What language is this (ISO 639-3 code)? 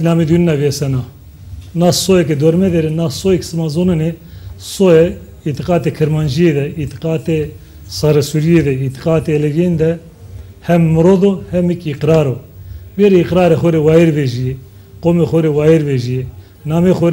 zza